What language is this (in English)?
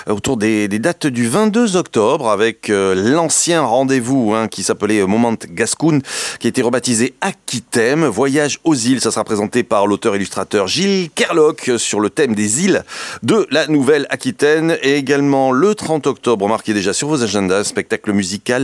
French